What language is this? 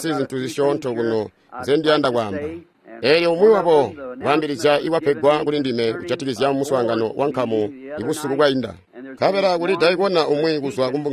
Tonga (Zambia)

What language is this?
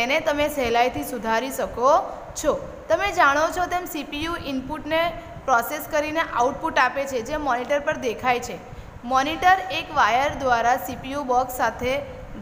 Gujarati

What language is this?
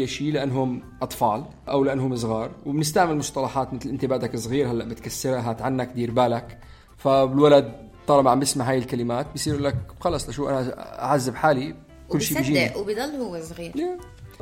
North Levantine Arabic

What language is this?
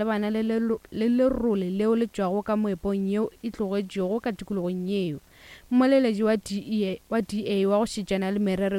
Northern Sotho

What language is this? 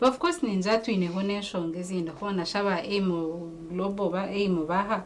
Nyankole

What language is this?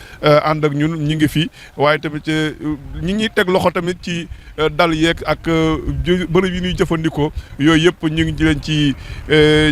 Wolof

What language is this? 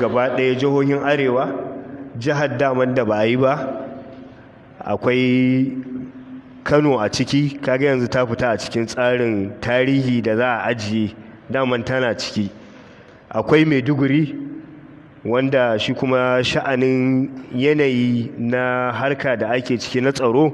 Hausa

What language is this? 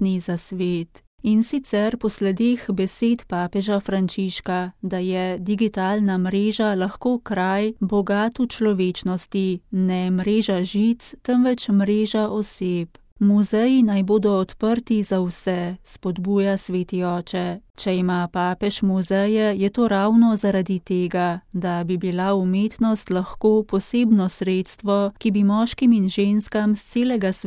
Slovenian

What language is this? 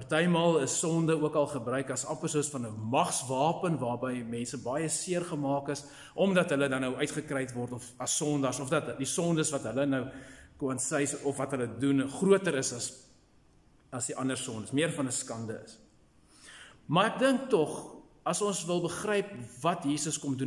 Afrikaans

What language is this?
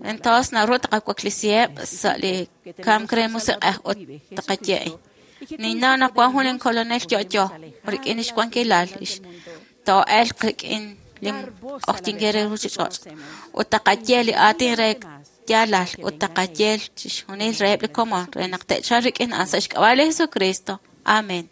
Kekchí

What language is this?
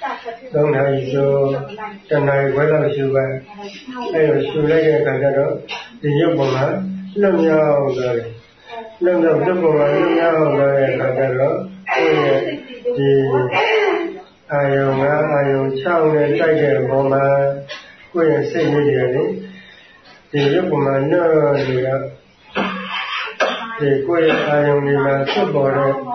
Burmese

